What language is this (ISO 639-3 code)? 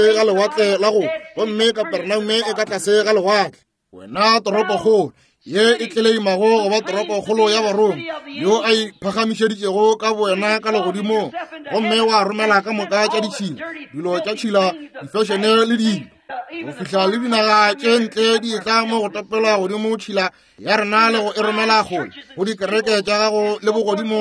nso